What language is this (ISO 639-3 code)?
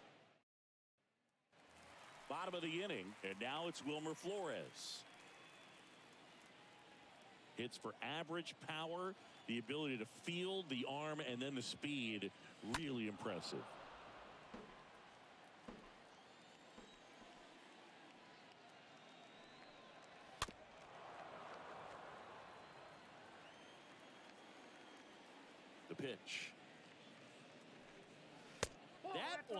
eng